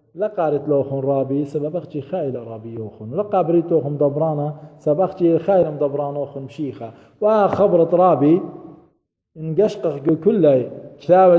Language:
Assyrian Neo-Aramaic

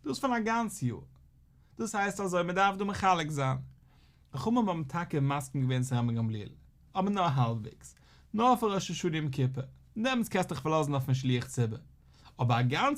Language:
Yiddish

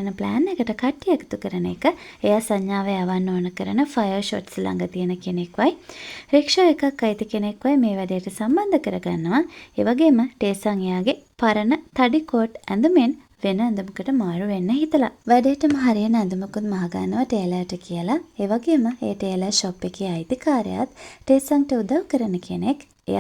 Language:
Sinhala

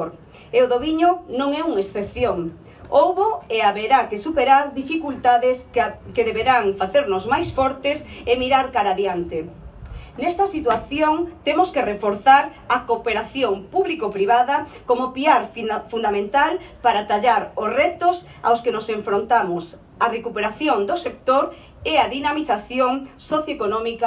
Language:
Galician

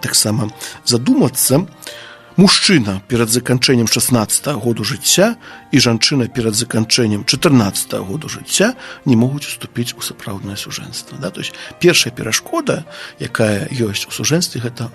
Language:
Belarusian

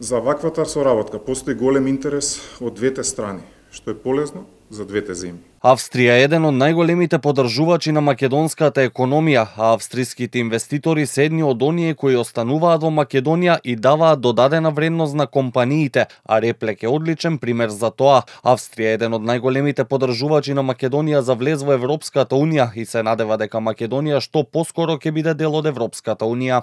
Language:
Macedonian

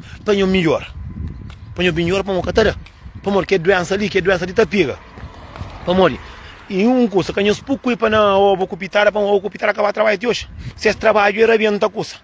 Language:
Kabuverdianu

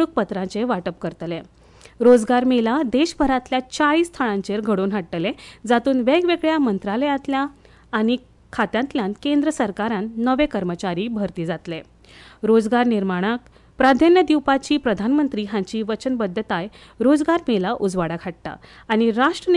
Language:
Konkani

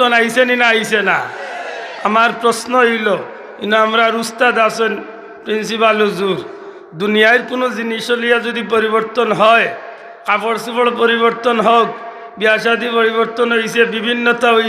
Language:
Sylheti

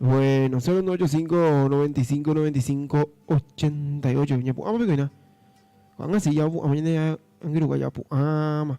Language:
Guarani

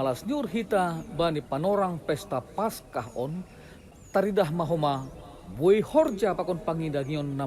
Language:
Batak Simalungun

